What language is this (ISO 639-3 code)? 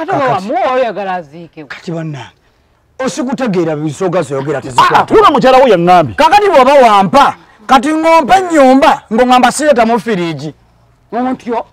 lug